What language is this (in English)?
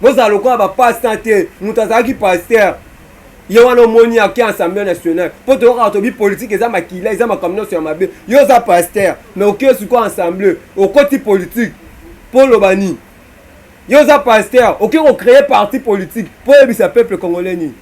Lingala